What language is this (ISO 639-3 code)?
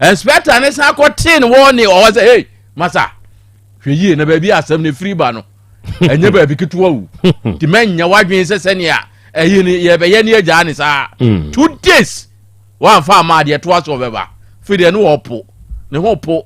aka